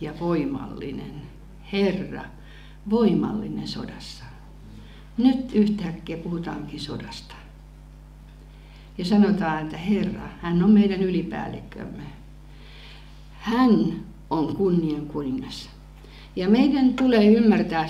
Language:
Finnish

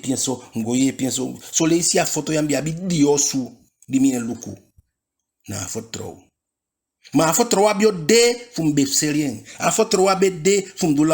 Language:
Eastern Maroon Creole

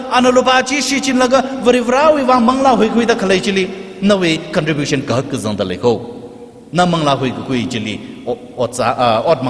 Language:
Tangkhul Naga (India)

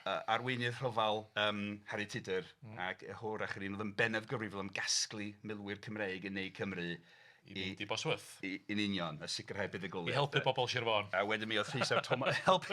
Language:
Welsh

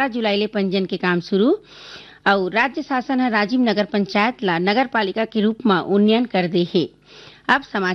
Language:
Chhattisgarhi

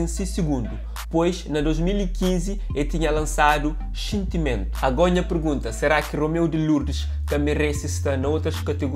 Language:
Kabuverdianu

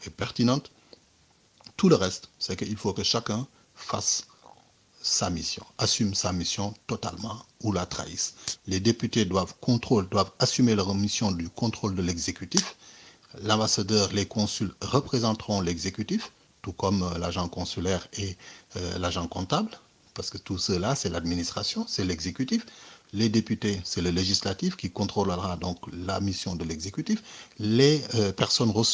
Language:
French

